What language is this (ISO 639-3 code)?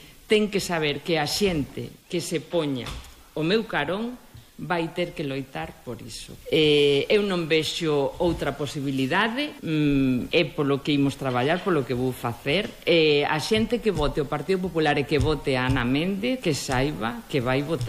glg